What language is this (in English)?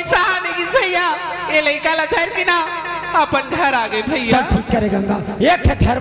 Chhattisgarhi